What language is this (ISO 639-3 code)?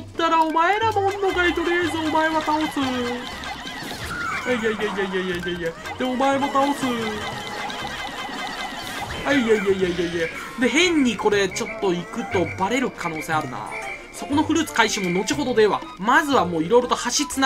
jpn